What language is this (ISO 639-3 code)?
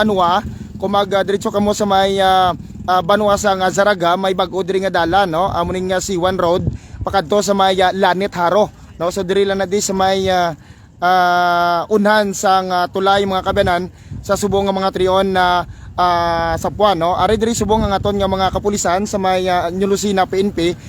hil